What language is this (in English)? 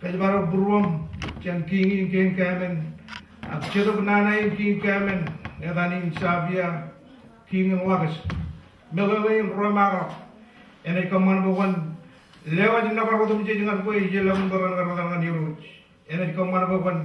Marshallese